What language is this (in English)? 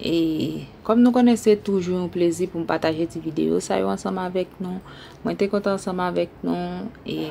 Haitian Creole